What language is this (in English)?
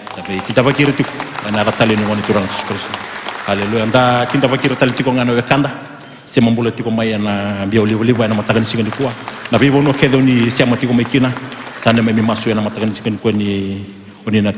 Fijian